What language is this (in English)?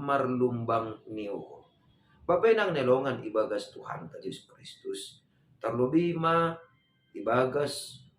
Batak Simalungun